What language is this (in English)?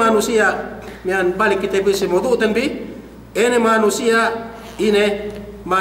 Yakan